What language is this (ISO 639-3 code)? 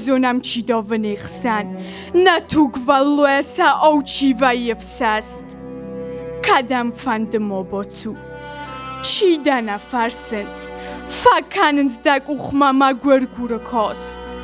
oss